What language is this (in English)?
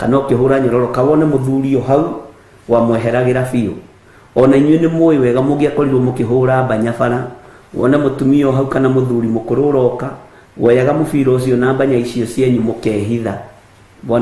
Kikuyu